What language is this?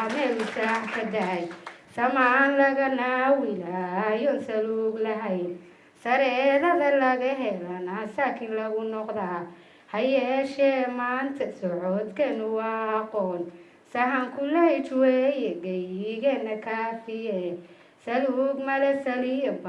Somali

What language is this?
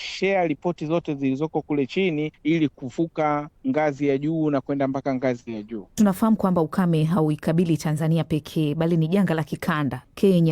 Swahili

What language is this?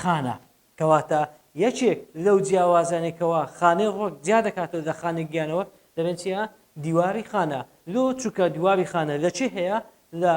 Central Kurdish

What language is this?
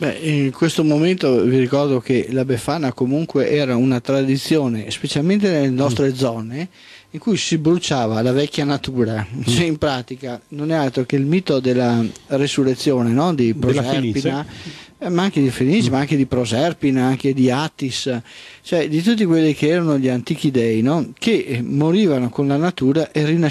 Italian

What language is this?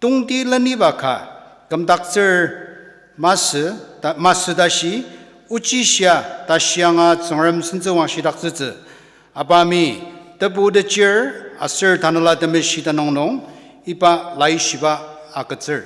Ao Naga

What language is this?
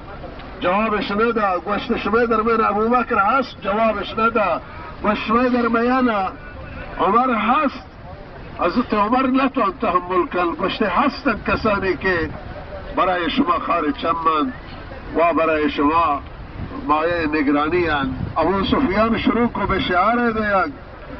Baluchi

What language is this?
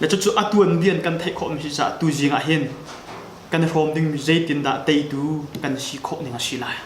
Hakha Chin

